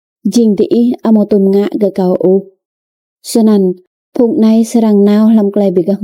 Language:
Rade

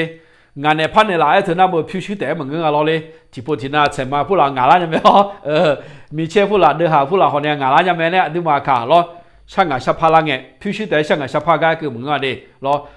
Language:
Akha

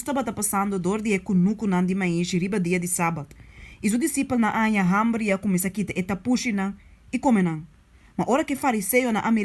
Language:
Papiamento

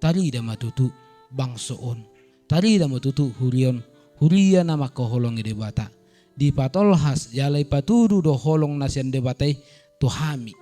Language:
Batak Toba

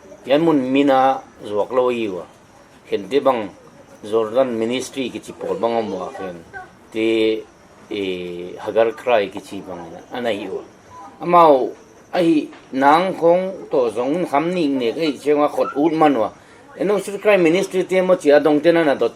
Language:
Paite Chin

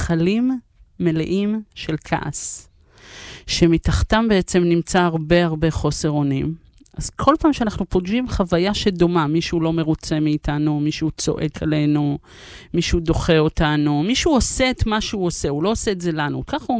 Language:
Hebrew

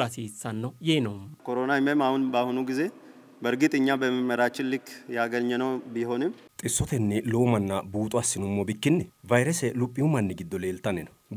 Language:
Sidamo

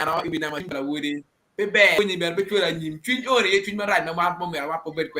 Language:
Acoli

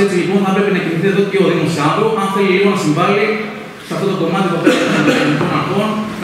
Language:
Greek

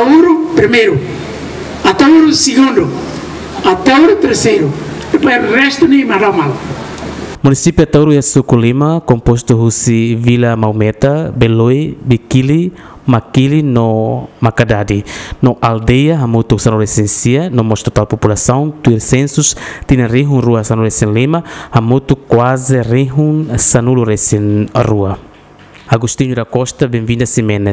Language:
Tetum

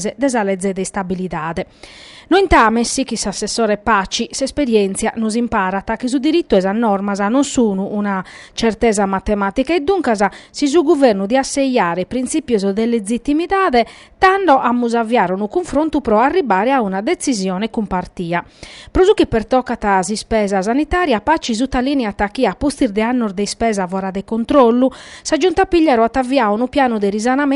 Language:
Sardinian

